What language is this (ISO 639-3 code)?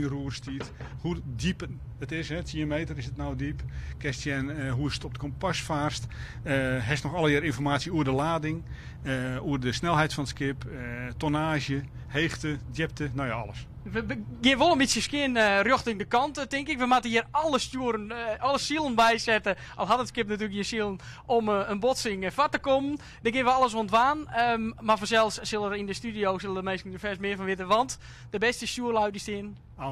fry